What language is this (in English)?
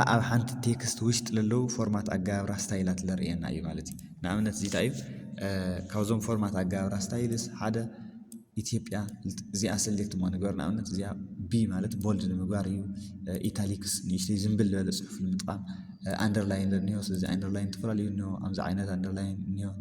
Tigrinya